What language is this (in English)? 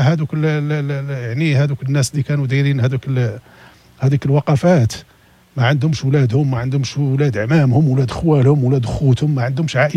Moroccan Arabic